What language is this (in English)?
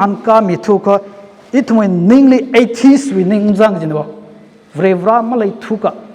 Tangkhul Naga (India)